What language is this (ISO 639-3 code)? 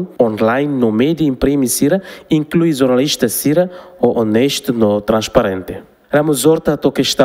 tet